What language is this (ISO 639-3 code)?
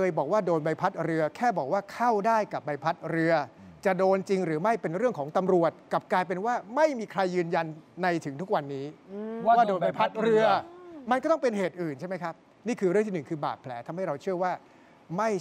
tha